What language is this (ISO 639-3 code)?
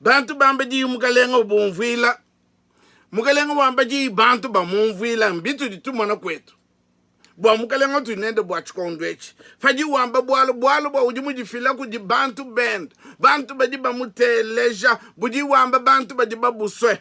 lua